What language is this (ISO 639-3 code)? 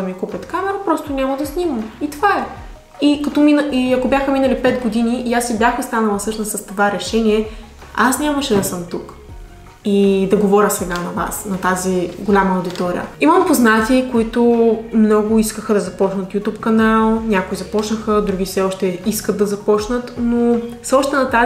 bul